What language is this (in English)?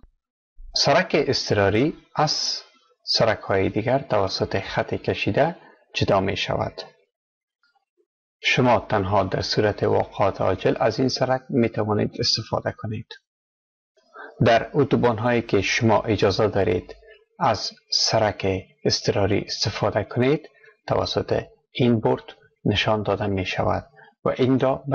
Persian